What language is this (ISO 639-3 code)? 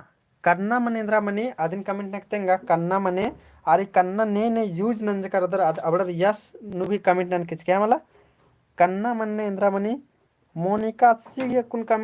kru